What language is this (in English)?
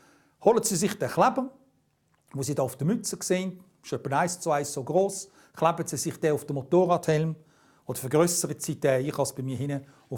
Swiss German